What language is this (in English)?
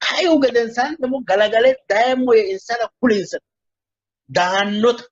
Sidamo